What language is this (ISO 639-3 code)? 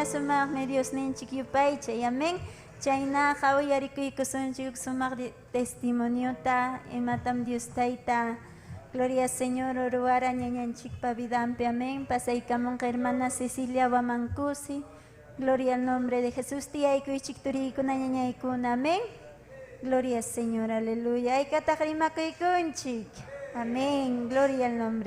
quy